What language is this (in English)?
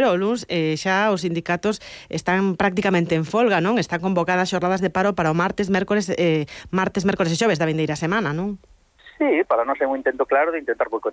Galician